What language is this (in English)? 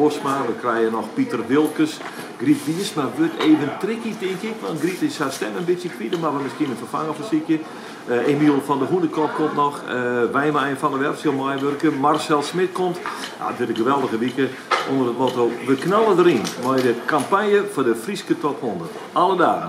Western Frisian